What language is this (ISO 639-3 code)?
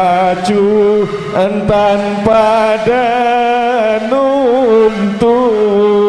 sas